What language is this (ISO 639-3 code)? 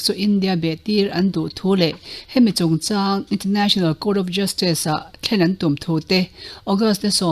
lus